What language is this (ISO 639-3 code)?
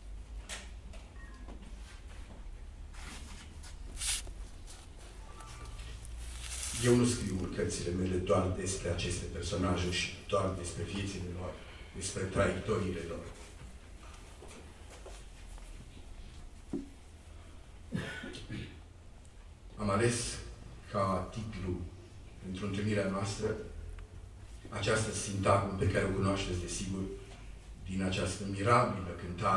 ron